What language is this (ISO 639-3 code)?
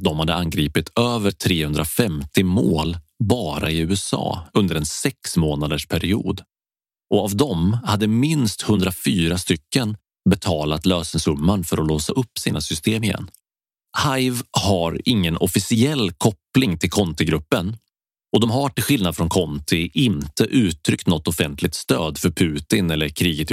swe